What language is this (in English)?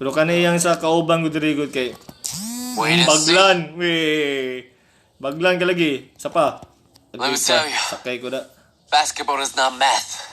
Cebuano